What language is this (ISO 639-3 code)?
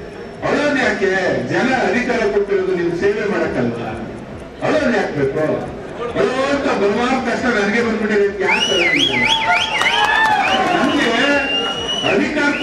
kan